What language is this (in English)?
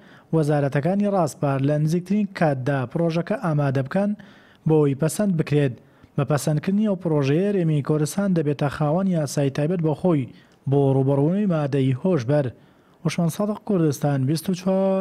Central Kurdish